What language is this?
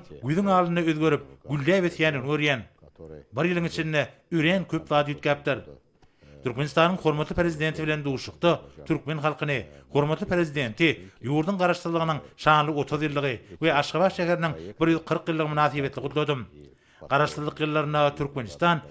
Turkmen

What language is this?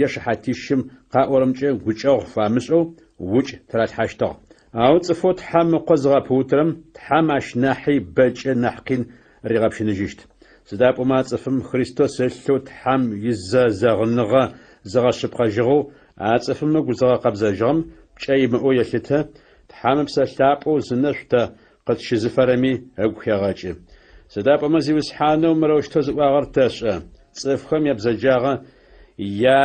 Adyghe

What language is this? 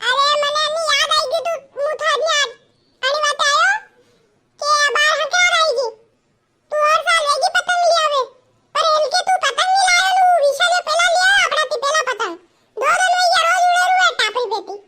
Rajasthani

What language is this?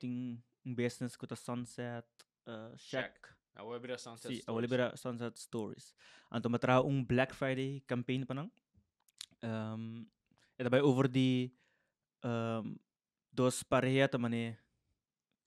Papiamento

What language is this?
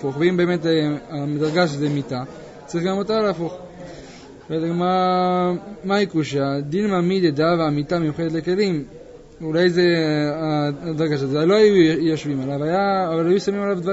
Hebrew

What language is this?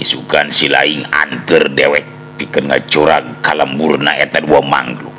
Sundanese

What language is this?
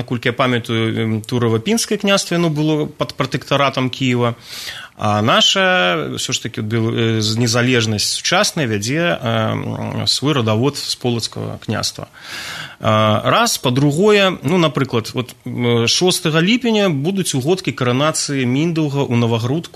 Belarusian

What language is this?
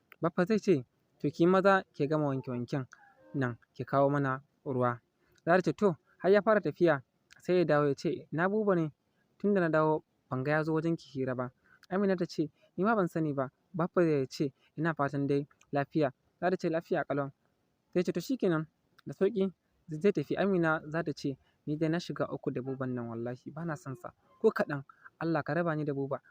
Hausa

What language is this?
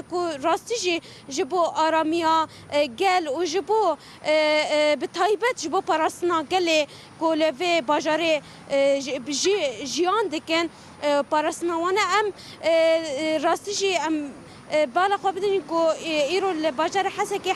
Kurdish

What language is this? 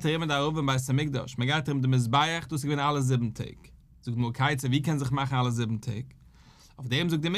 Yiddish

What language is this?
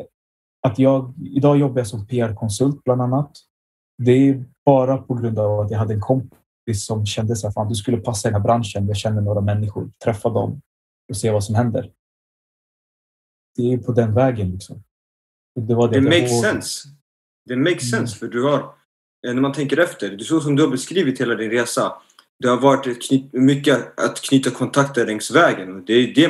Swedish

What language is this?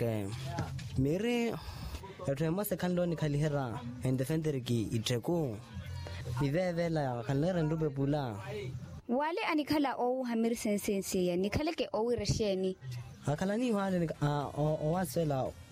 Makhuwa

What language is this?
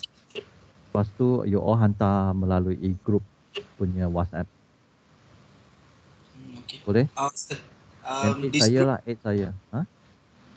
Malay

